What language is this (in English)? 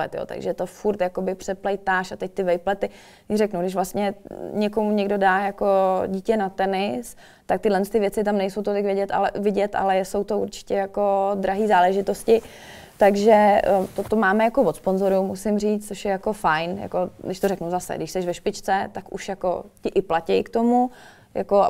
Czech